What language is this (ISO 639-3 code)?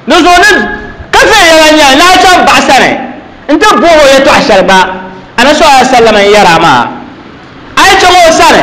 dag